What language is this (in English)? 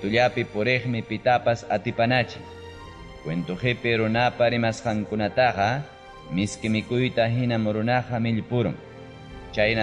Ayacucho Quechua